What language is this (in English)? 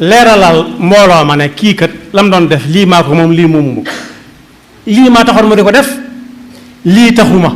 Wolof